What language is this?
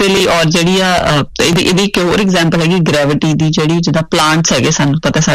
Punjabi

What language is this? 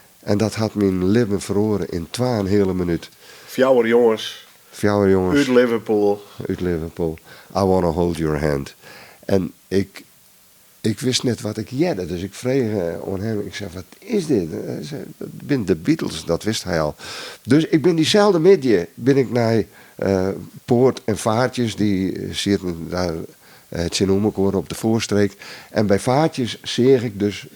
Western Frisian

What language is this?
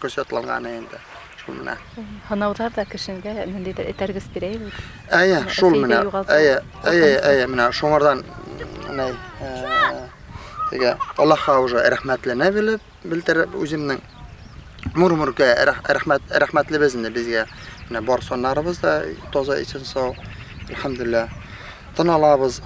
Bashkir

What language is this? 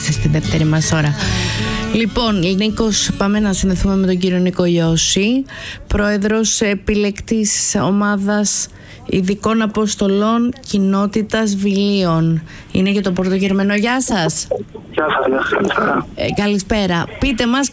Greek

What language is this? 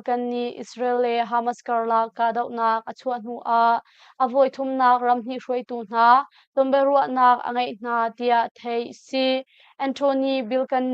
Hakha Chin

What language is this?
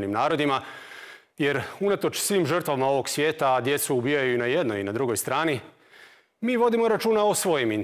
Croatian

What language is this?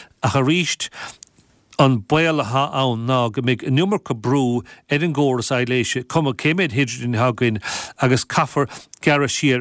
Irish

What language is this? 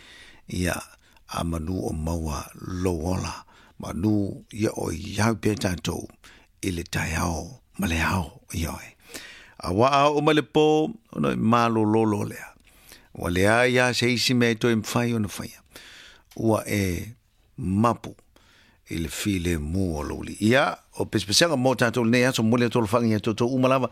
Samoan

